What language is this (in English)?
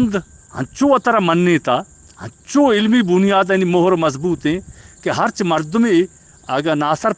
Eastern Balochi